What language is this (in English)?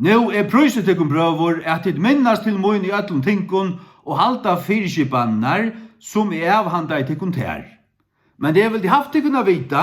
Faroese